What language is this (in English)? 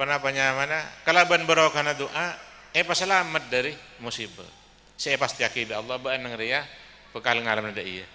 Madurese